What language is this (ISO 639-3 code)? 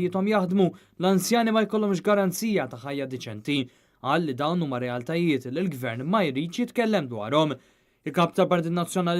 mlt